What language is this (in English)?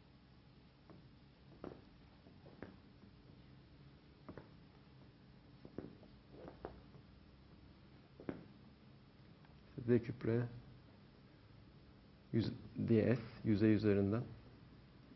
Turkish